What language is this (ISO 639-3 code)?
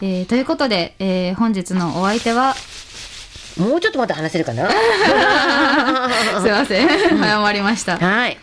jpn